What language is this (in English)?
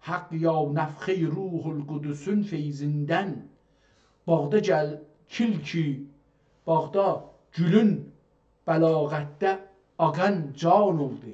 South Azerbaijani